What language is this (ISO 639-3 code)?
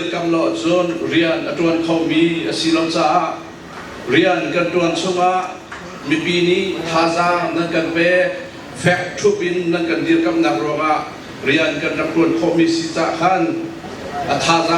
cnh